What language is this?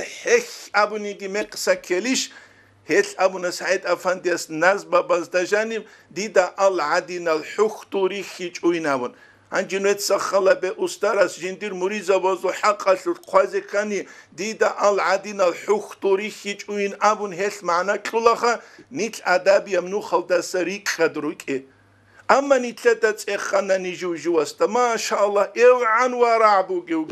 Avaric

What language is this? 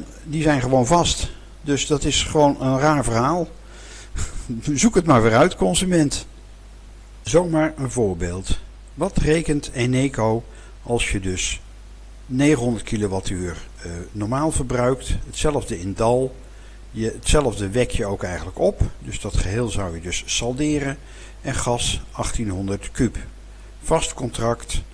Dutch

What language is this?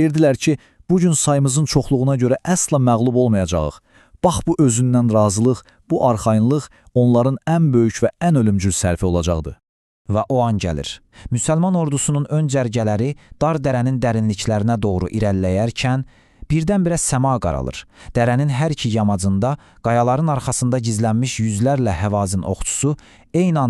Azerbaijani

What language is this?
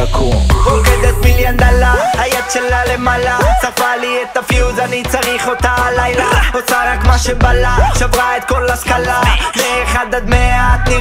Hebrew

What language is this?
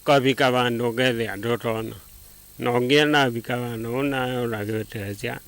Kamba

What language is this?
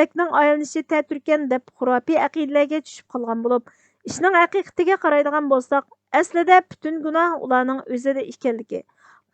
Uyghur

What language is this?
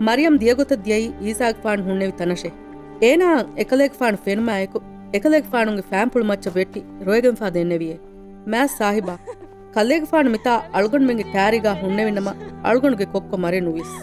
Divehi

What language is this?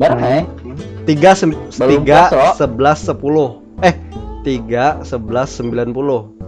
Banjar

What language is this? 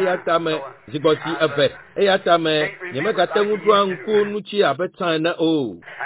Ewe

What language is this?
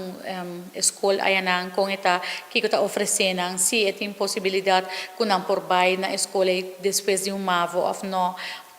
Papiamento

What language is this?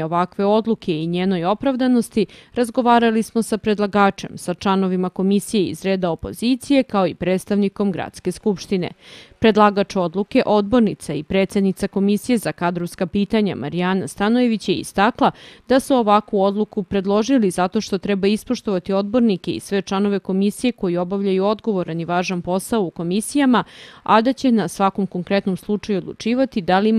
Serbian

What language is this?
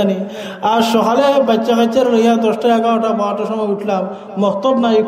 Sylheti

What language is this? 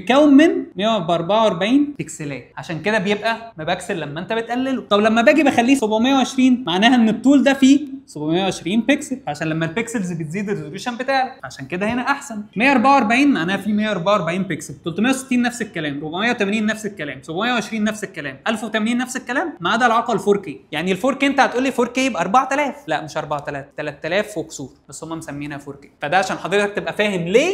Egyptian Arabic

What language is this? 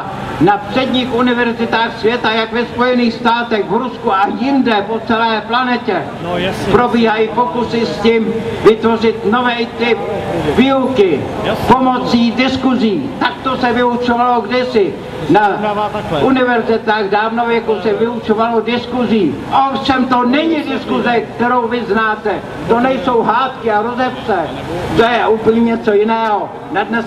Czech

